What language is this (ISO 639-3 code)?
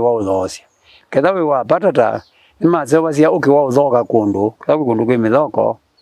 kam